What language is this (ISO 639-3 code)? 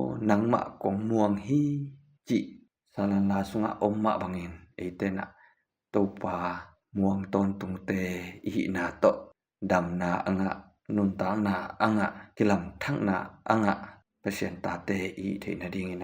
ctd